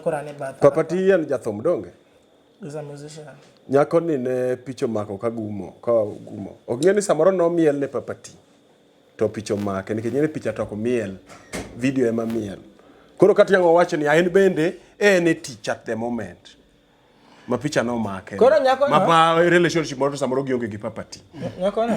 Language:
Luo (Kenya and Tanzania)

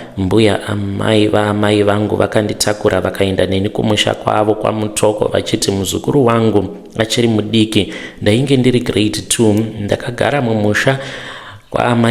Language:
Shona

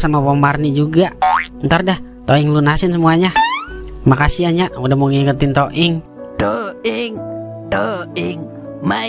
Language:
Betawi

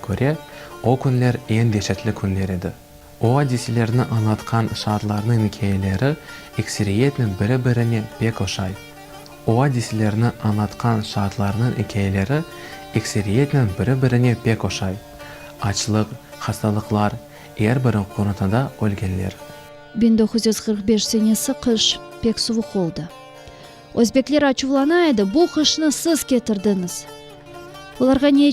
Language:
Crimean Tatar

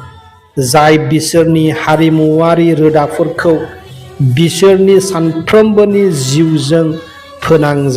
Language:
Bodo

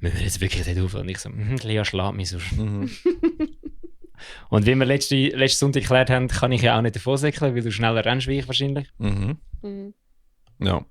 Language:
Swiss German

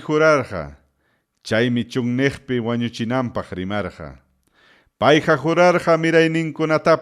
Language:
Ayacucho Quechua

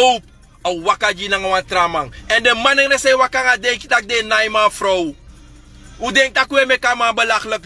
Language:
Sranan Tongo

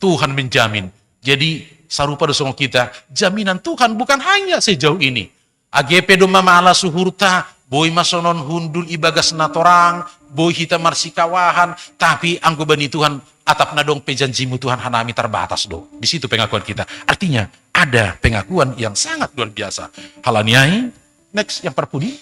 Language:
Batak Simalungun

